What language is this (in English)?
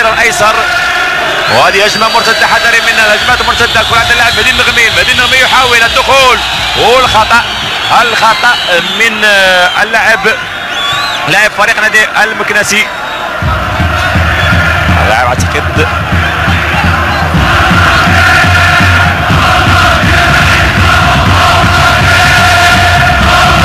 Arabic